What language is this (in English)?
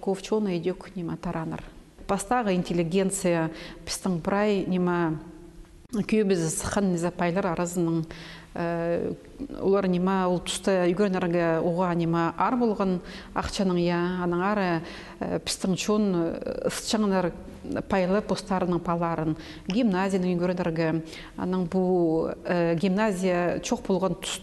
Khakas